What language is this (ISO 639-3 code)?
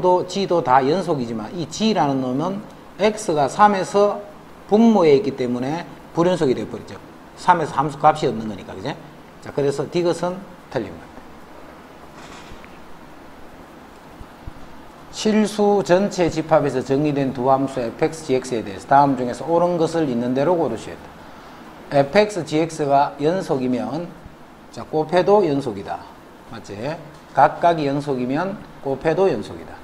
kor